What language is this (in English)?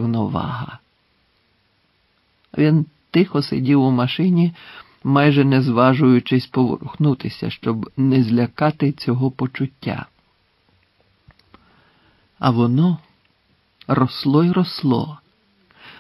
Ukrainian